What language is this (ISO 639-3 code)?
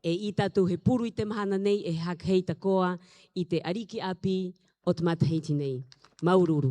rap